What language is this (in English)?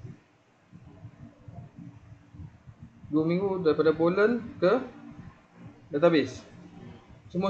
Malay